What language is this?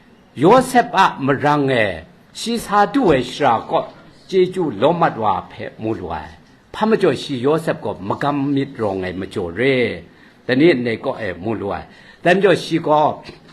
Kachin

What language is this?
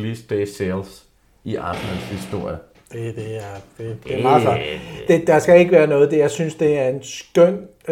Danish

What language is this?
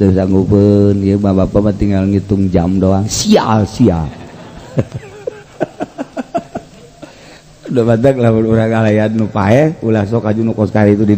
Sundanese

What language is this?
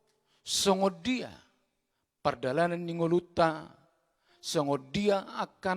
Batak Toba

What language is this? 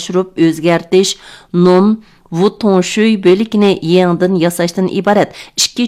Uyghur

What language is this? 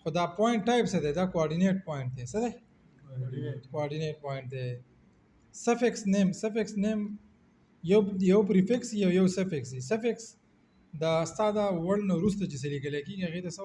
Pashto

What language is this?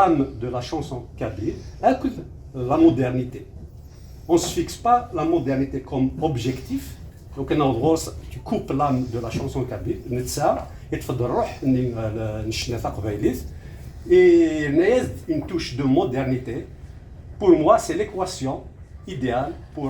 Kabyle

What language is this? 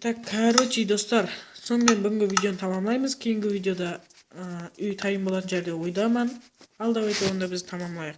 Kara-Kalpak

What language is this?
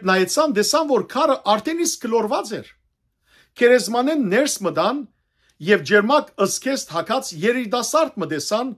Western Armenian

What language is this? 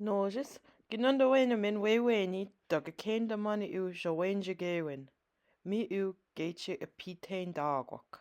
Chippewa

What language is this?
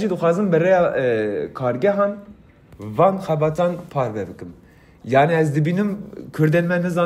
Kurdish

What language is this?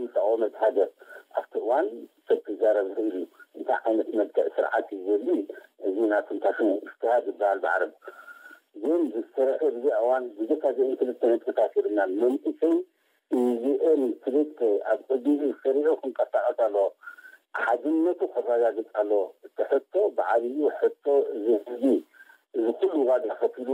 Tigrinya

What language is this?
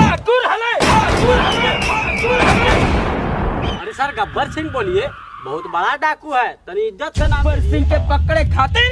Magahi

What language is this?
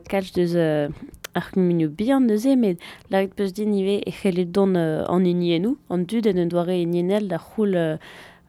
Breton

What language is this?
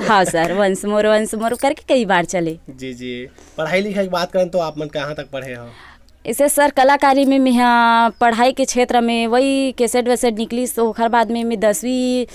Chhattisgarhi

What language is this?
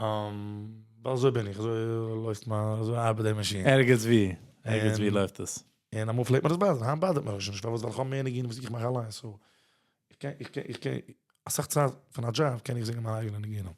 Yiddish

